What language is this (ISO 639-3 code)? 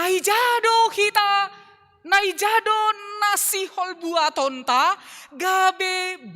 bts